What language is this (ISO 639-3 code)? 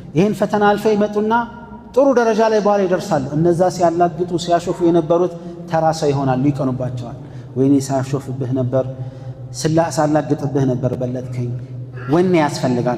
amh